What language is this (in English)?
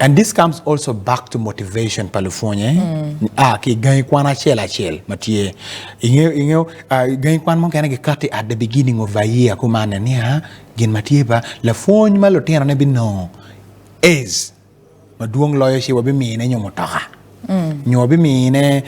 Acoli